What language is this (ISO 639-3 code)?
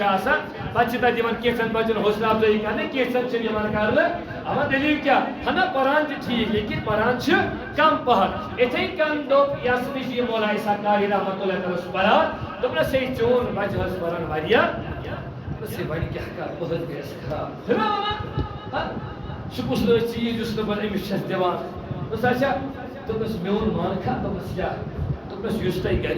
kas